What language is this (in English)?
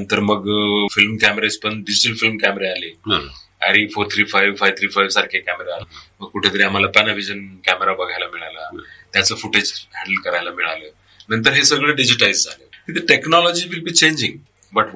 Marathi